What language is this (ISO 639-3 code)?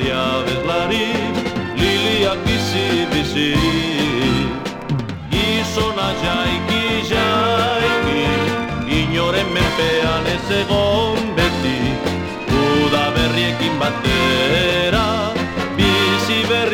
eus